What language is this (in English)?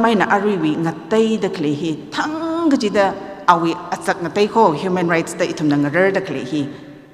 Tangkhul Naga (India)